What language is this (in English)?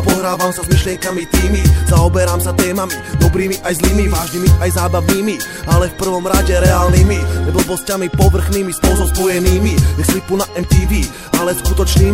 Slovak